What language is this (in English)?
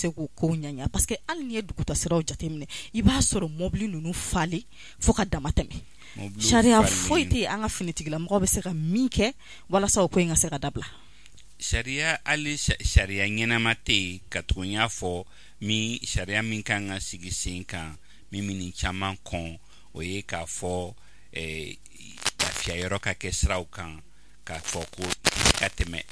Bambara